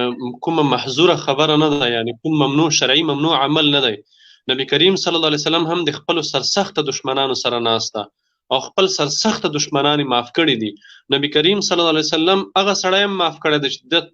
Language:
Pashto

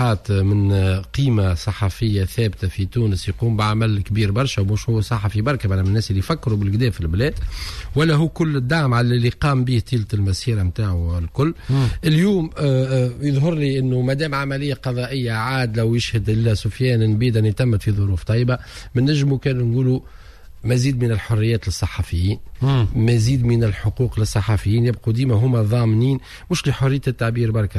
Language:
Tunisian Arabic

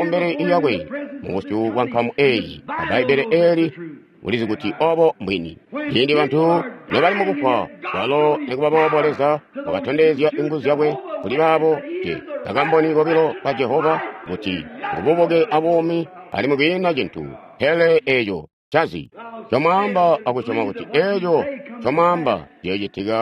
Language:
Tonga (Zambia)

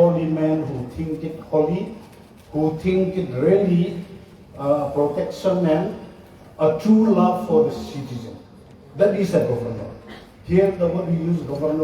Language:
Karbi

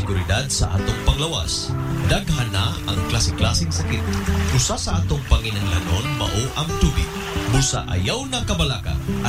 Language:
Cebuano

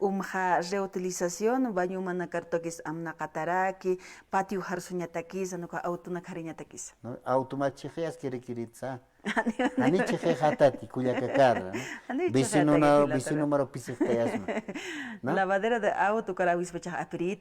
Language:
Aymara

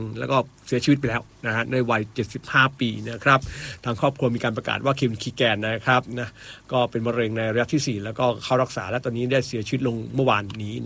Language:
Thai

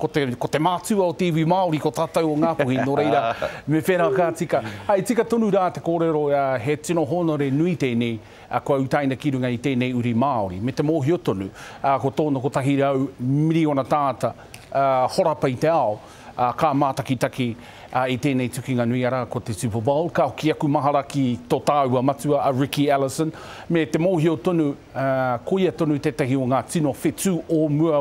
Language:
Māori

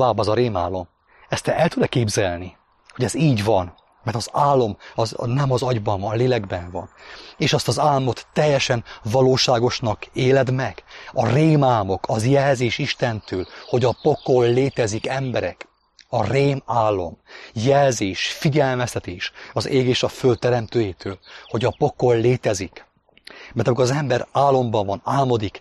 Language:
Hungarian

